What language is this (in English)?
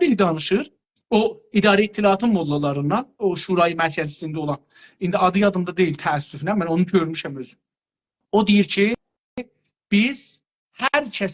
South Azerbaijani